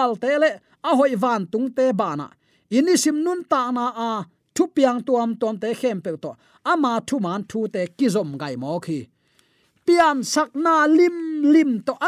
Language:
Tedim Chin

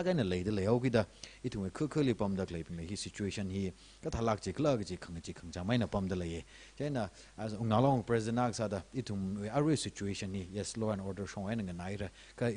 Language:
Tangkhul Naga (India)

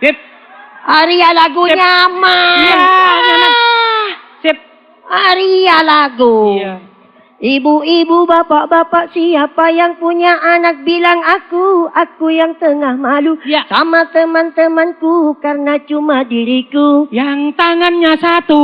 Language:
Madurese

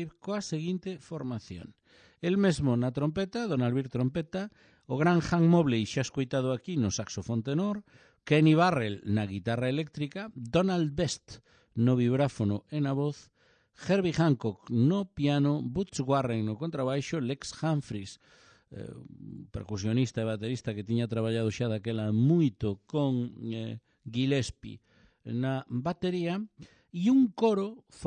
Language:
Galician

